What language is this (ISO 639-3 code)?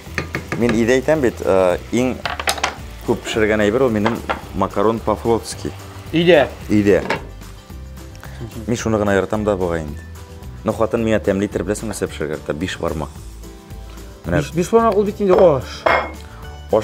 tat